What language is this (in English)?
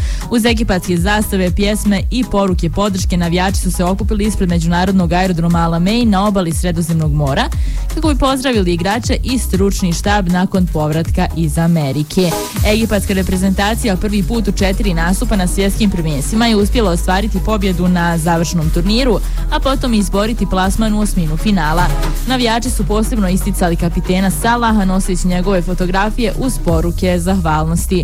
Bosnian